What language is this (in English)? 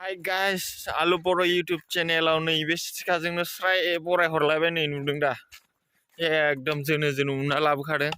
Bodo